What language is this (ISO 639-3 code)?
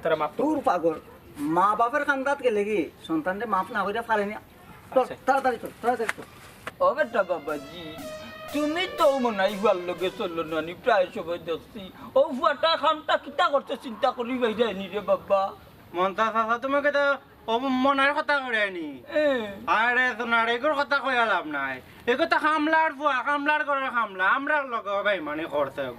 syl